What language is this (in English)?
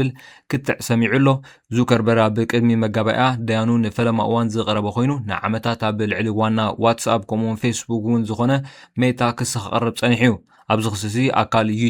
Tigrinya